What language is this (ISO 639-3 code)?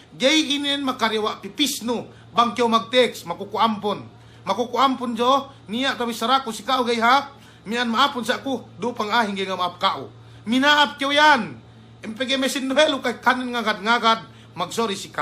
yka